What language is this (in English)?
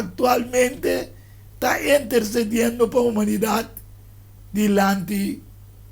Papiamento